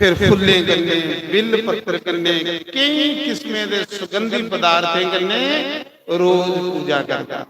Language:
Dogri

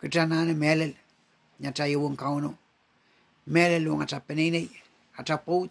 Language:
Pohnpeian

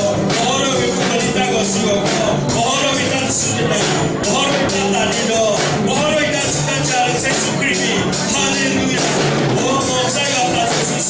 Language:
S'gaw Karen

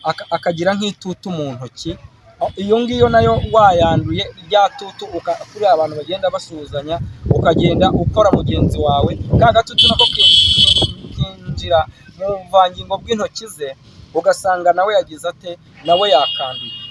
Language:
Kinyarwanda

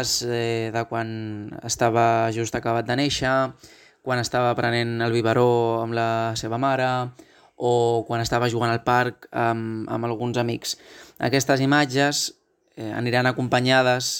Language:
Catalan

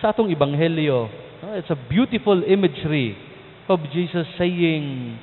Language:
Cebuano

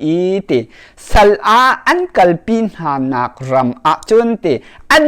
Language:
Hakha Chin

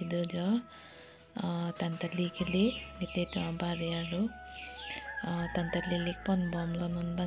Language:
Karbi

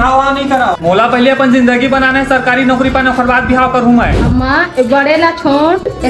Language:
Chhattisgarhi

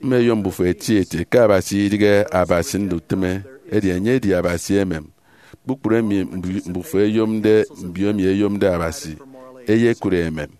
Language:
Efik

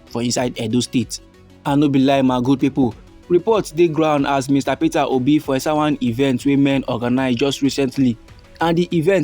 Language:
Nigerian Pidgin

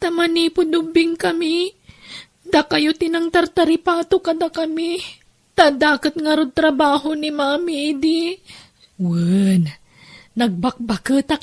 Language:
Iloko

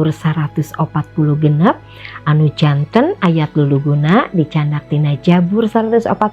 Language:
Sundanese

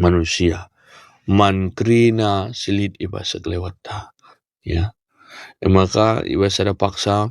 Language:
Batak Karo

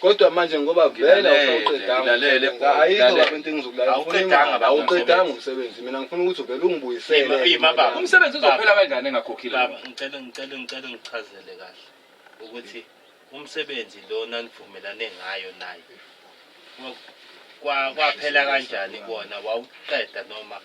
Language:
Zulu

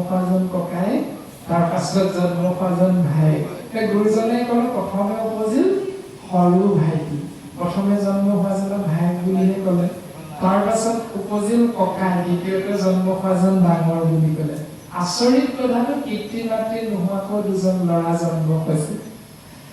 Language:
Assamese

